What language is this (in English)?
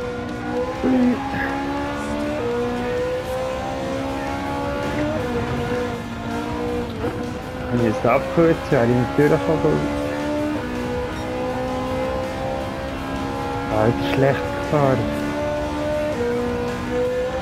German